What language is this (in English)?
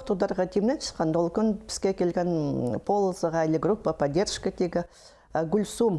Khakas